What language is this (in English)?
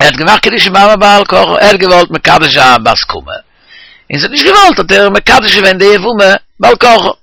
Yiddish